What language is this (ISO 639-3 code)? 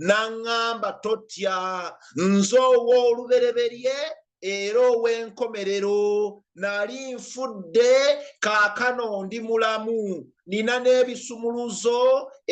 lug